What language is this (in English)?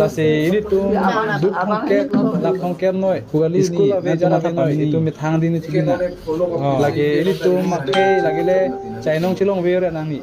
Karbi